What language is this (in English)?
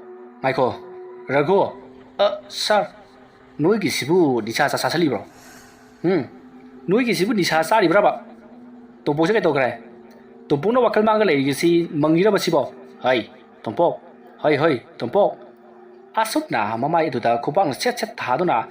Manipuri